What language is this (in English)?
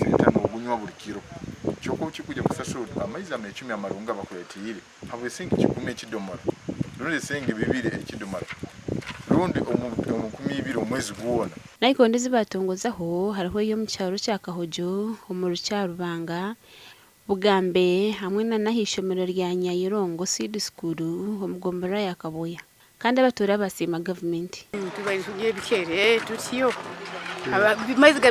Nyankole